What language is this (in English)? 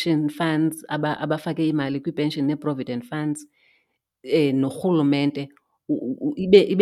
Xhosa